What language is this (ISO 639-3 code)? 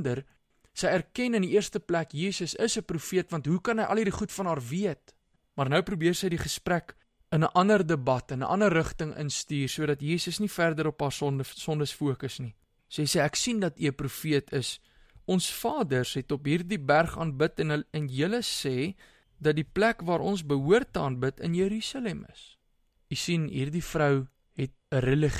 afr